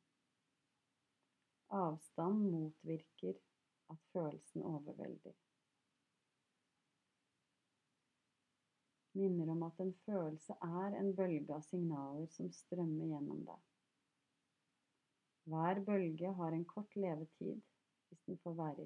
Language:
Norwegian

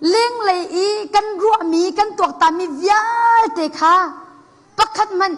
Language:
Hakha Chin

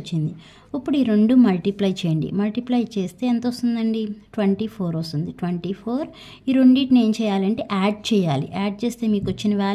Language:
Telugu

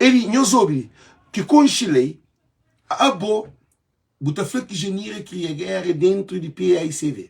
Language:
Kabuverdianu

